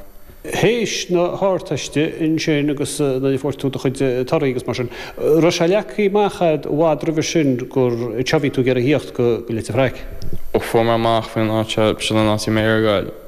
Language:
Irish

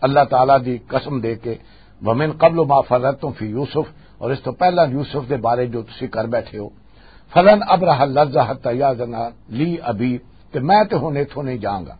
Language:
Western Panjabi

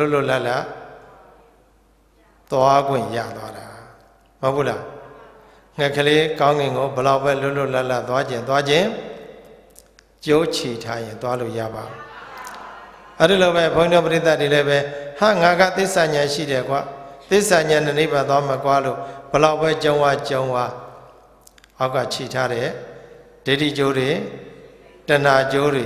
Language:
Burmese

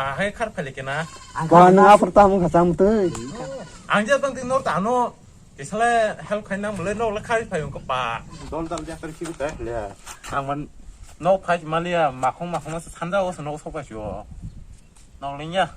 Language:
Kok Borok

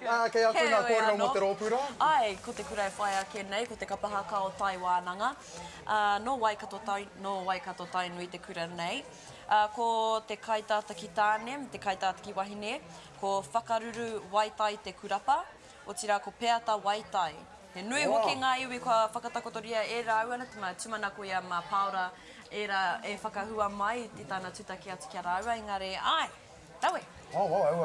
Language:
Māori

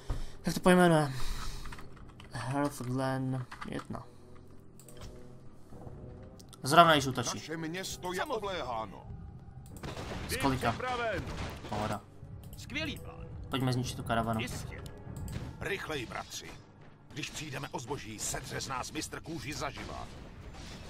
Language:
Czech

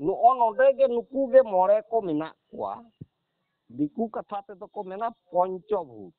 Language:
Santali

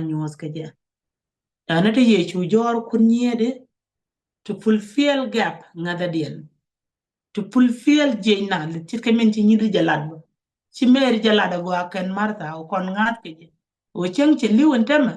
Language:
Nuer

